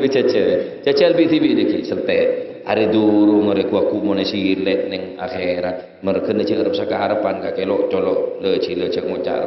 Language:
Madurese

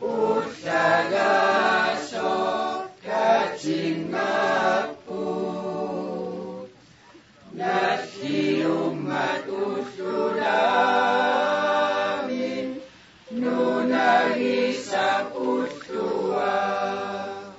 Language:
Kalaallisut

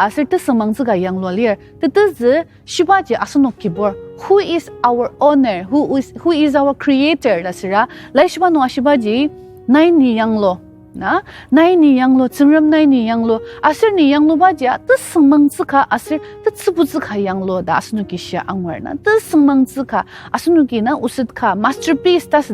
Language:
Ao Naga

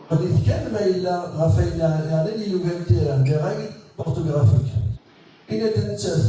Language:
Kabyle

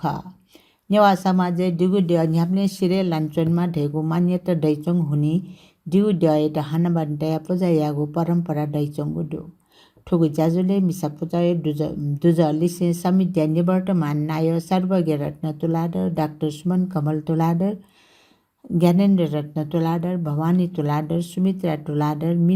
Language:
Newari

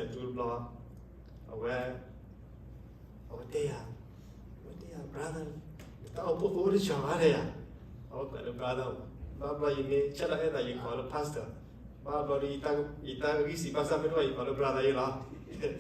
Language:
S'gaw Karen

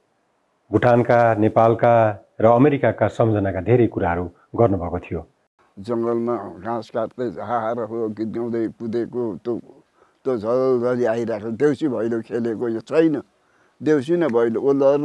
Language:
Nepali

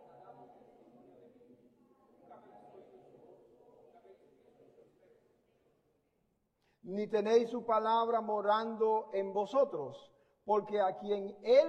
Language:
Spanish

